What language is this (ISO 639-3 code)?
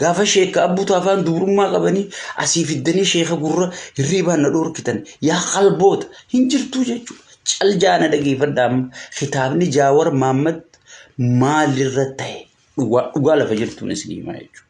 orm